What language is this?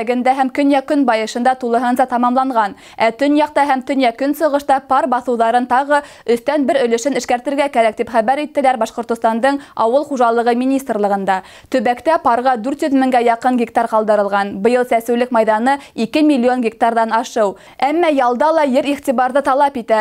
Bashkir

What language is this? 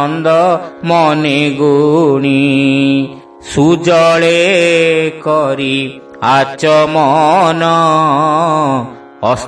Odia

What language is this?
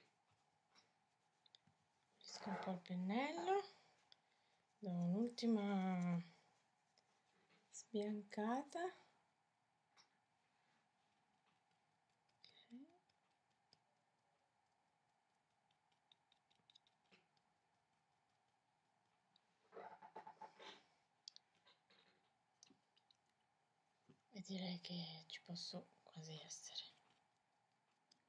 Italian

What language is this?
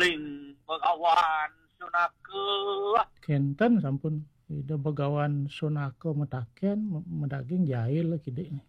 Balinese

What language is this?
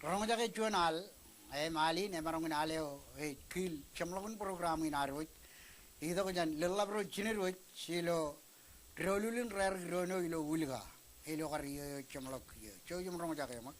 Marshallese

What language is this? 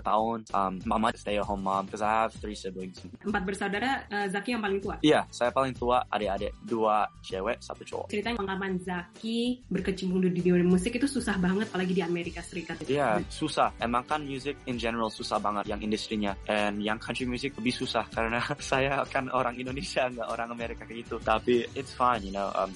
Indonesian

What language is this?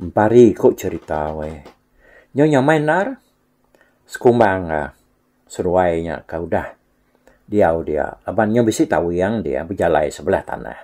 Iban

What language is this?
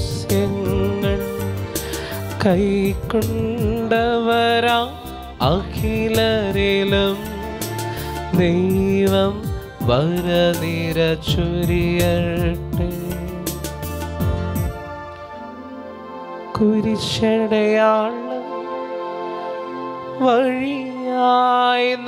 Malayalam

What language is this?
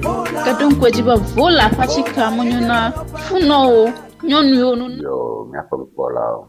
Ewe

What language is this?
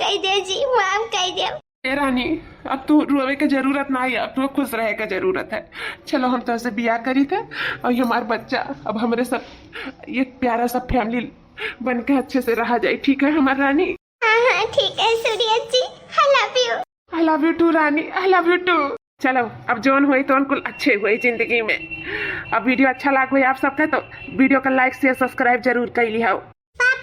Awadhi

